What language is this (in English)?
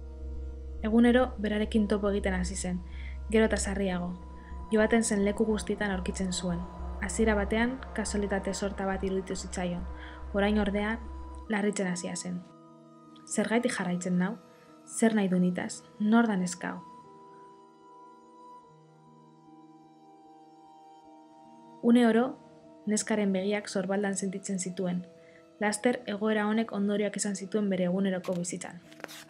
Basque